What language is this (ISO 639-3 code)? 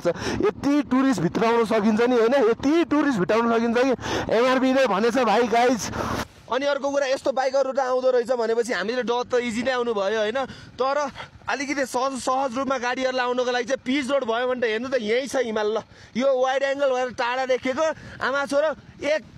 nep